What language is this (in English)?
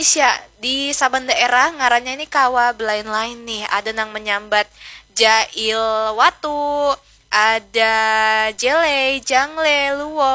Banjar